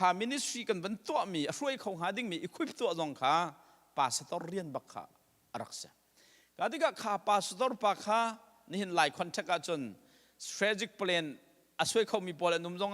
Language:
Hakha Chin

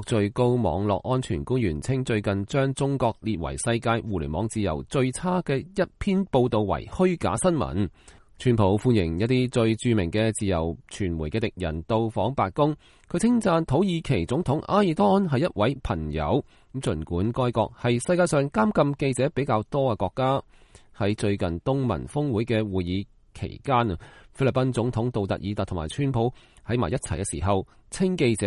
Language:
Cantonese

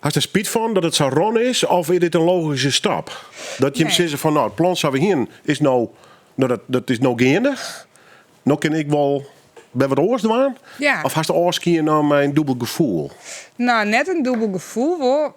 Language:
Western Frisian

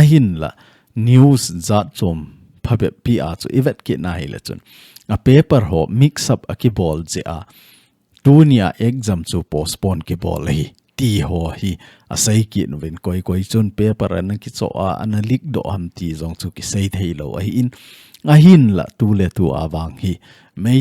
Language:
Thado Chin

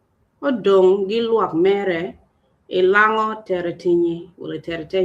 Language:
Acoli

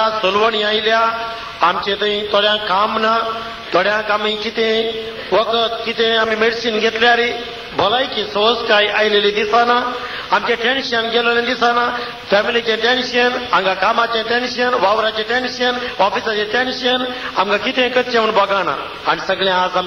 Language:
Konkani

